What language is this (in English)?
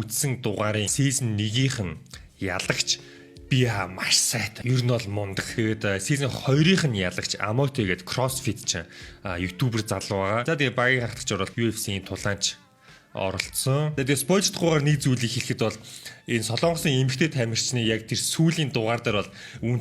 Mongolian